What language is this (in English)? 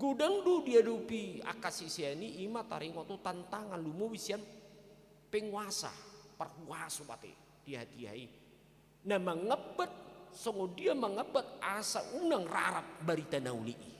Batak Toba